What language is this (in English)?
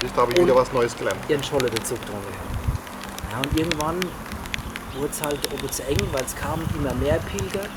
Palatine German